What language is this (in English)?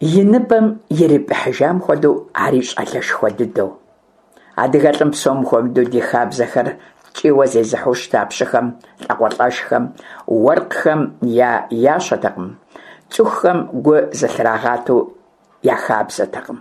Kabardian